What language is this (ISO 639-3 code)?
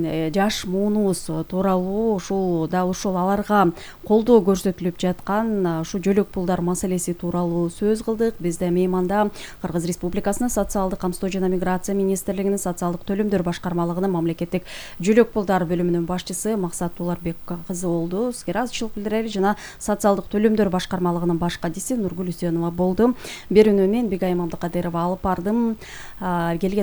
kir